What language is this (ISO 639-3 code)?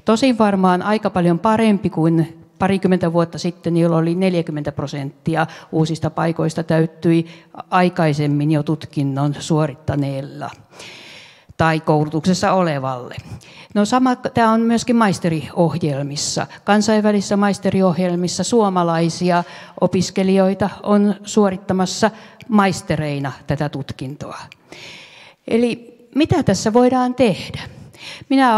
fin